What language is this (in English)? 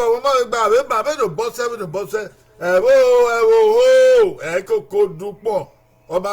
Bini